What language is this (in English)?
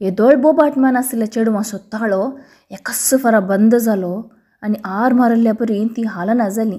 Konkani